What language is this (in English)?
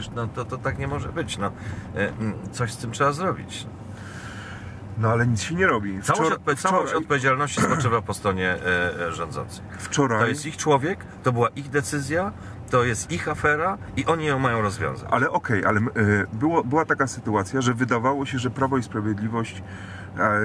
Polish